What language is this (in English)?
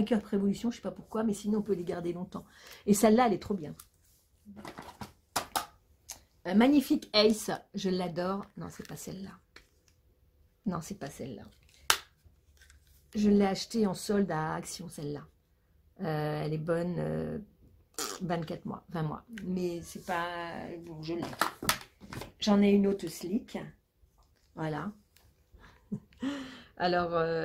French